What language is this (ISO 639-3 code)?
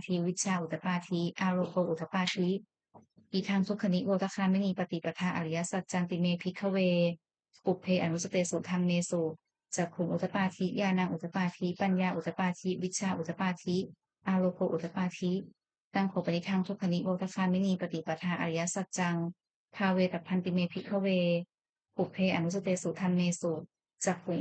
pli